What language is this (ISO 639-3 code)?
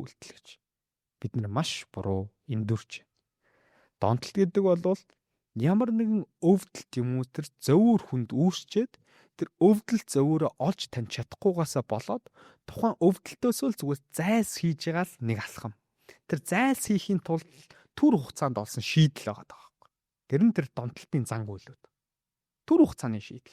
mon